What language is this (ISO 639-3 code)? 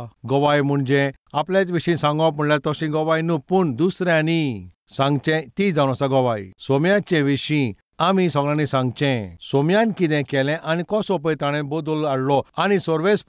kok